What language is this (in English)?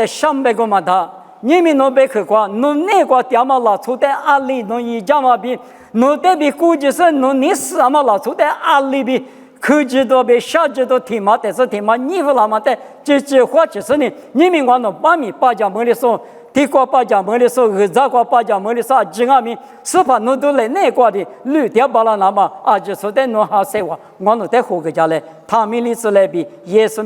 Lisu